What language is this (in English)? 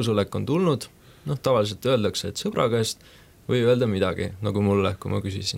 Estonian